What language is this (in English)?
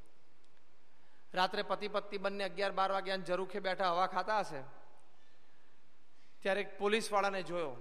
Gujarati